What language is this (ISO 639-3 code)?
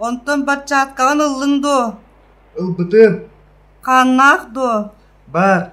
sah